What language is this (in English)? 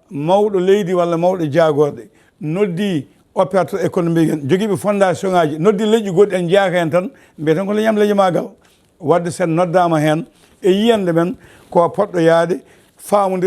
Fula